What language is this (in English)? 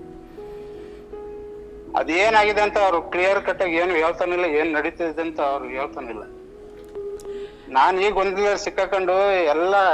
Kannada